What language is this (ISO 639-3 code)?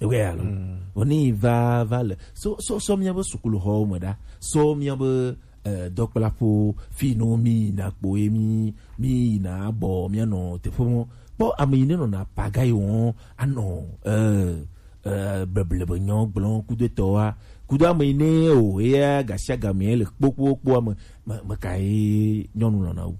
gej